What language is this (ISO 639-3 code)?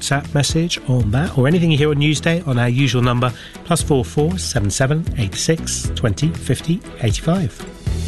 eng